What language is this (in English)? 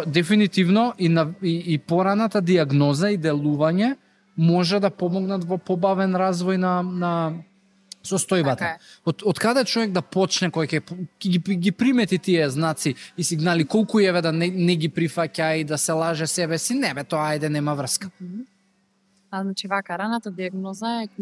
Macedonian